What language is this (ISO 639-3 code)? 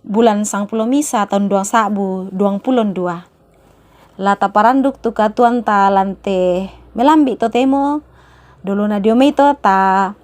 sda